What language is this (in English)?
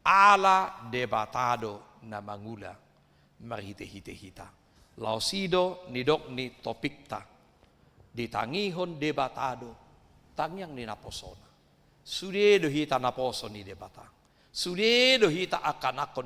Batak Toba